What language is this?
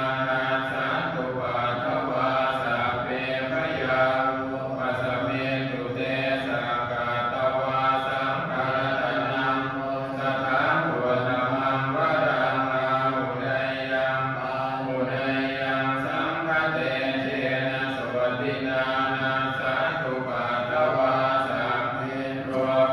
Pali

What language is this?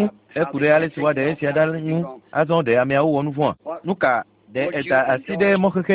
Ewe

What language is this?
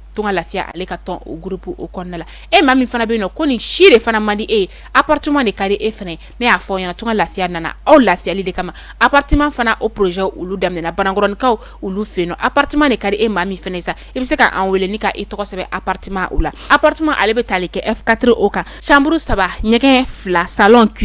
Bambara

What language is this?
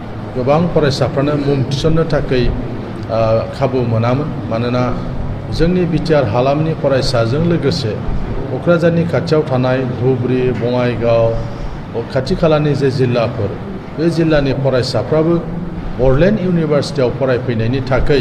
Bodo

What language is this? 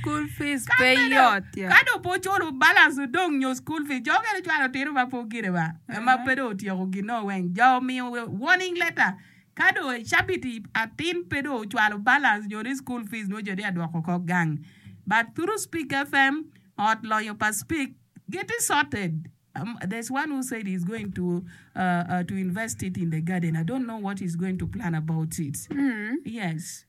Acoli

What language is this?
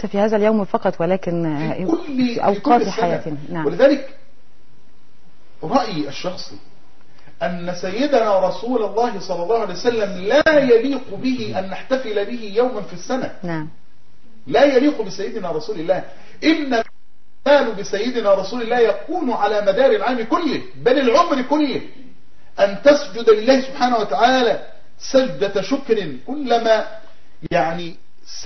Arabic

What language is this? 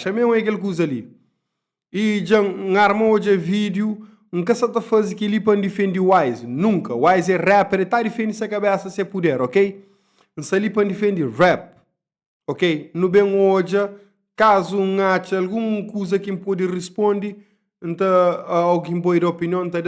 Kabuverdianu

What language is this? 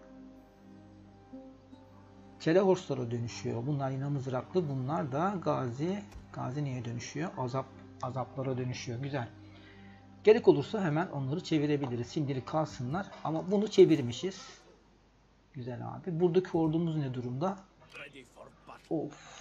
Turkish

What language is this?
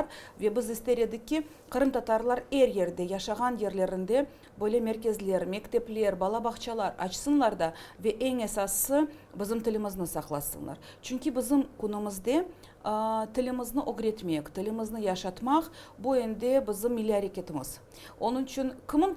Crimean Tatar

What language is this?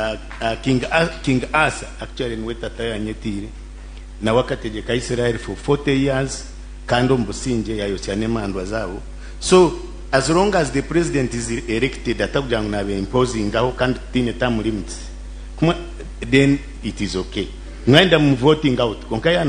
Nyankole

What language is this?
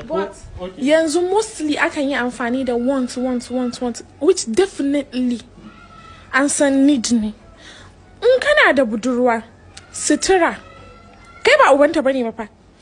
Hausa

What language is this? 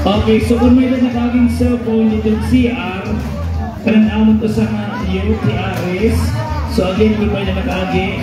Waray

